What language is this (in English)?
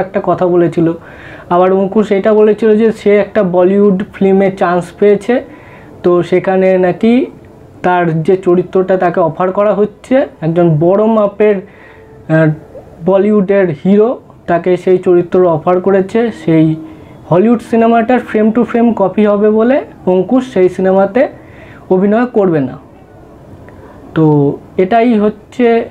Bangla